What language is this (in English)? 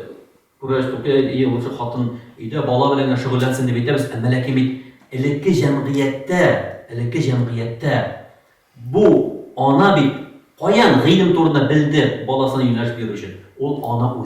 Tatar